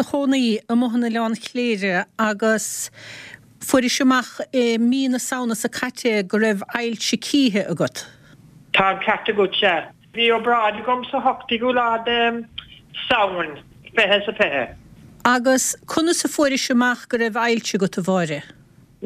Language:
Irish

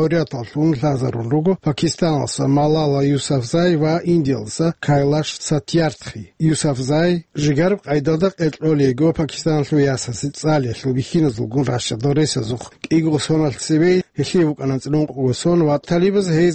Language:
Avaric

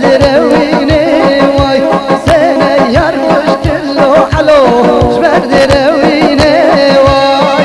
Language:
Kurdish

